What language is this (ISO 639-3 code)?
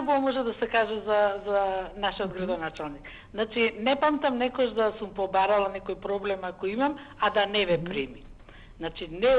mkd